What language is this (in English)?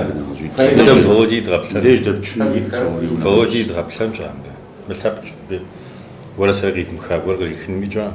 Kabardian